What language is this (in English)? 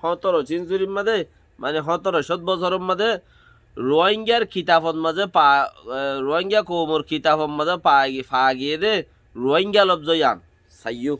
Rohingya